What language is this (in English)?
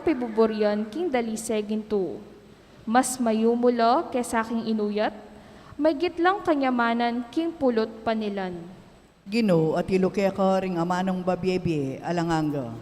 Pampanga